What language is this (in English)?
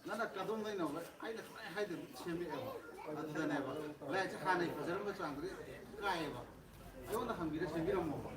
Manipuri